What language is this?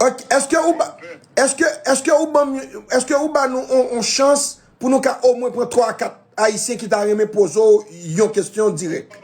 Haitian Creole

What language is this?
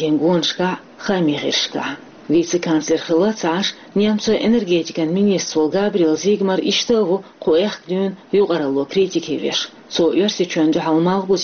Chechen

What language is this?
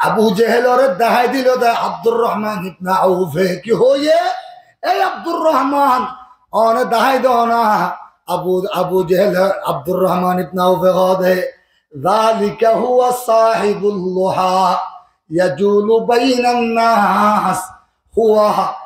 Rohingya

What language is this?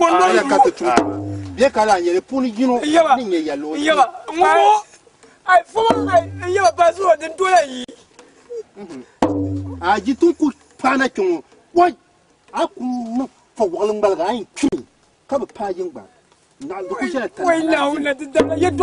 Dagbani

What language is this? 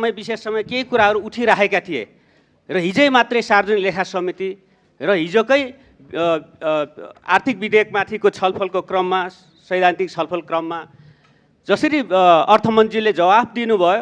Nepali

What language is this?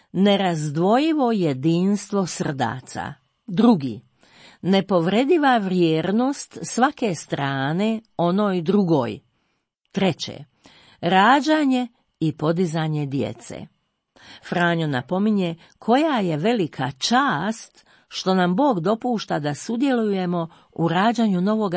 Croatian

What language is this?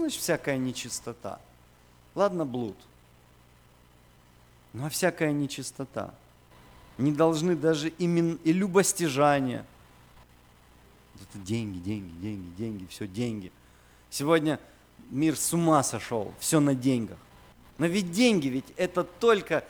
Russian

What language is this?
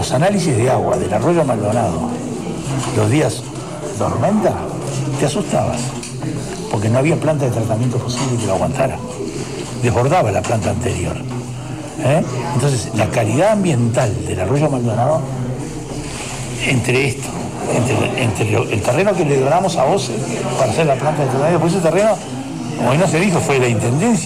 Spanish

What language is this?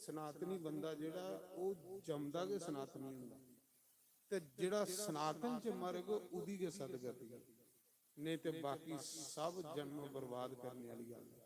Dogri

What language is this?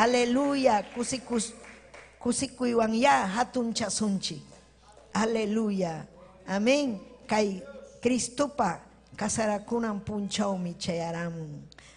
Ayacucho Quechua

